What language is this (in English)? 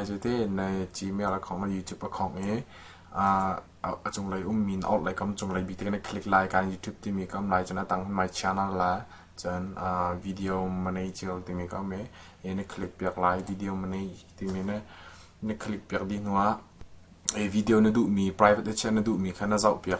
Hakha Chin